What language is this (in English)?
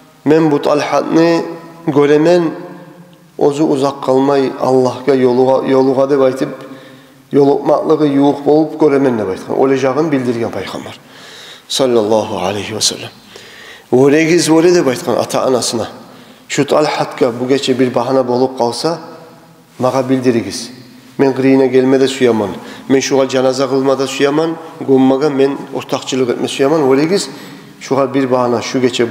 Kumyk